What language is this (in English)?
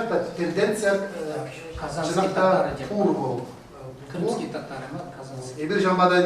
Chuvash